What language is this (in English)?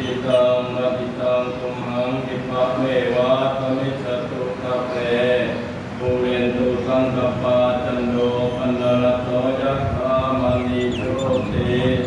Pali